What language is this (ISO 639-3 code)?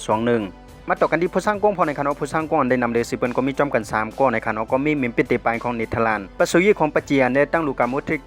shn